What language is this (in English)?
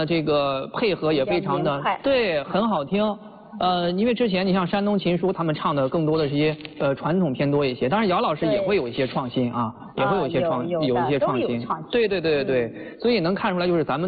Chinese